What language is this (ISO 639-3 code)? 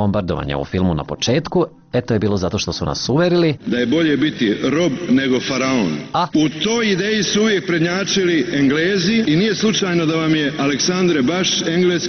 srp